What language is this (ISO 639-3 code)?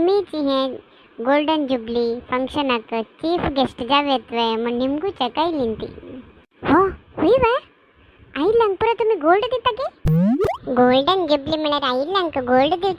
kok